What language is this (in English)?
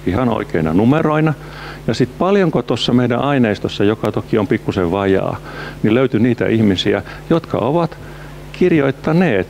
Finnish